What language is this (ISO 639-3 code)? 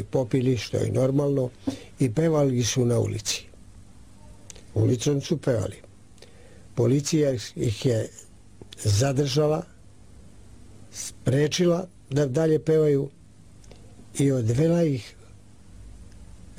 srp